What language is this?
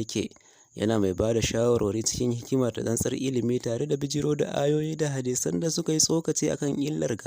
Hausa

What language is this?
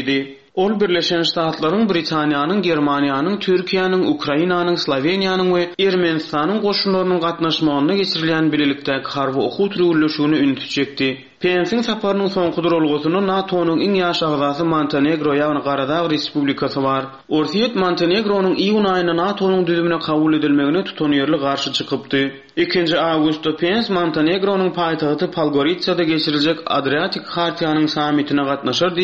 Turkmen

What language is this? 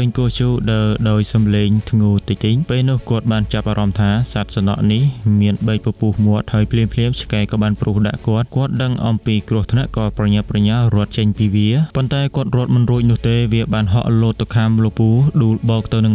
Khmer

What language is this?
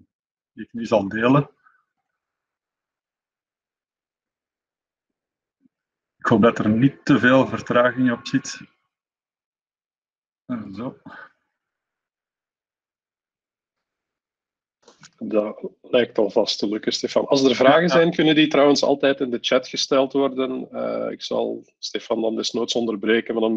Dutch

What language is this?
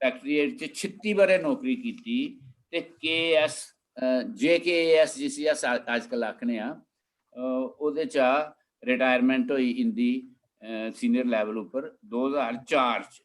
Dogri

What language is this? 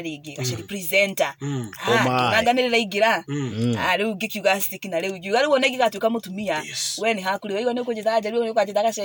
Kikuyu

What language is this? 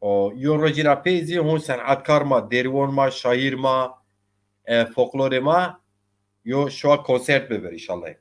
Zaza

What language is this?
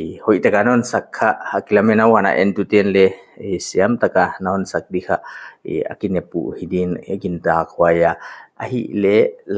Paite Chin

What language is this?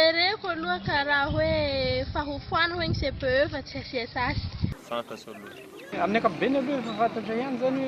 Malagasy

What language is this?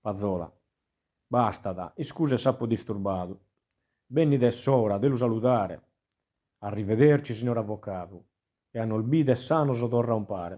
Sardinian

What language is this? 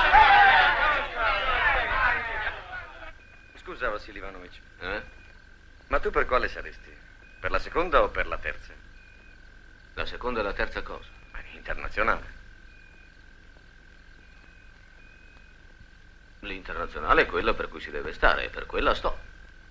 Italian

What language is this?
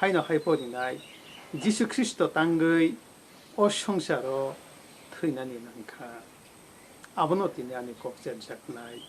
Kok Borok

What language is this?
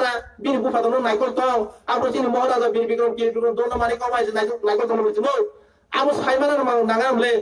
Kok Borok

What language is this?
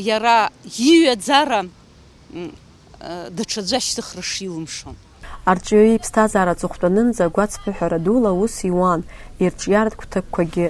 Abkhazian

